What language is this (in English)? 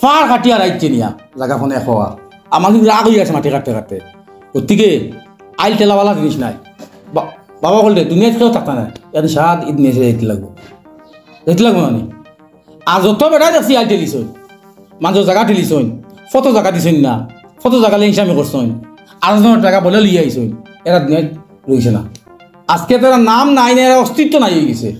Sylheti